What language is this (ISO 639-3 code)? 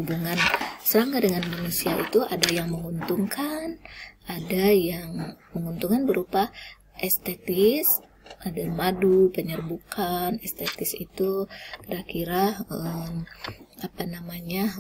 ind